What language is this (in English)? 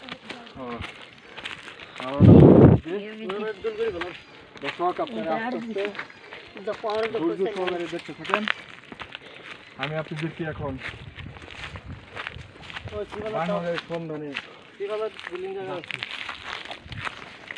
Bangla